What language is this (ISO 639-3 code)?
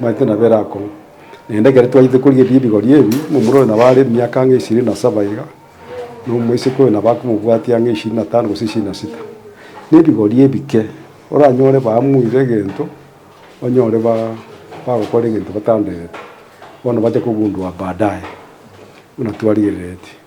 guz